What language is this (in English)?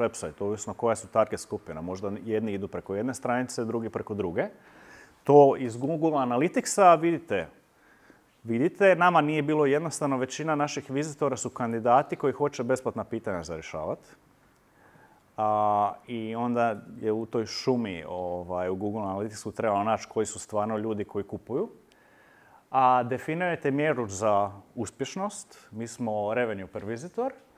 Croatian